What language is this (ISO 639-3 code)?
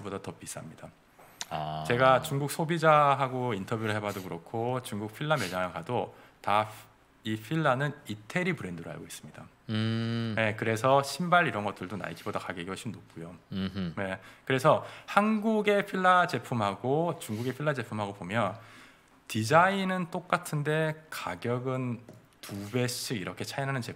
kor